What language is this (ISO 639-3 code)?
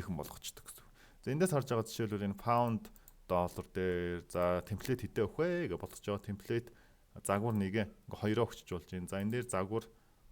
mon